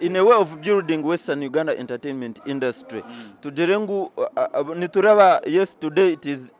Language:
Nyankole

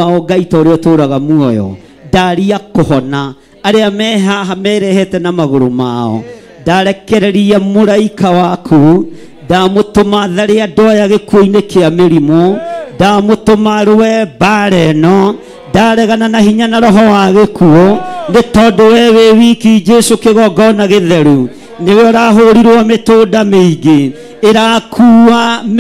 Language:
Kikuyu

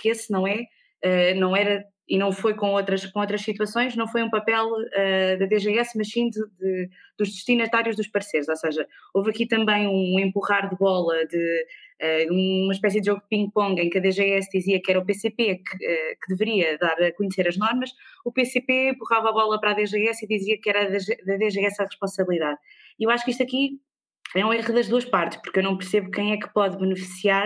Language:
Portuguese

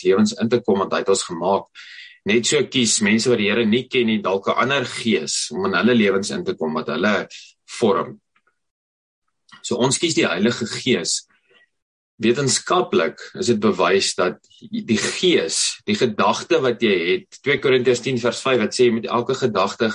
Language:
Afrikaans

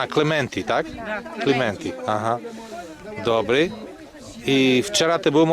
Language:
Rusyn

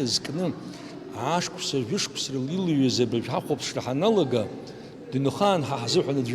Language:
Abkhazian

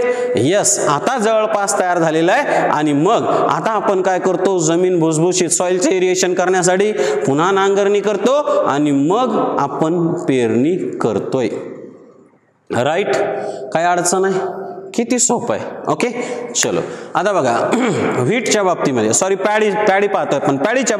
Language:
Marathi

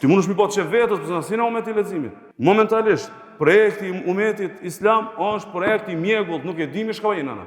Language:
Albanian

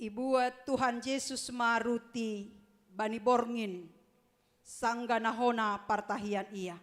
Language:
Batak Simalungun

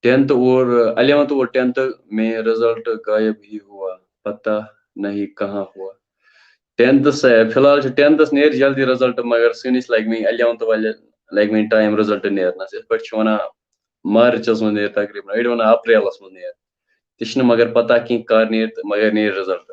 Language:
Kashmiri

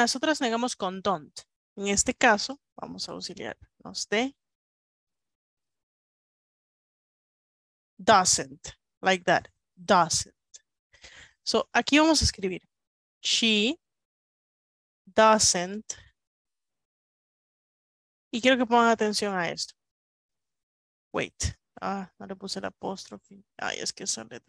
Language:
Spanish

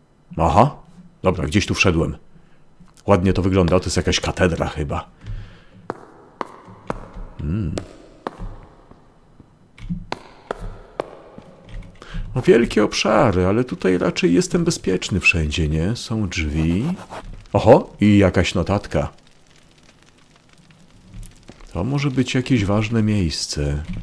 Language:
Polish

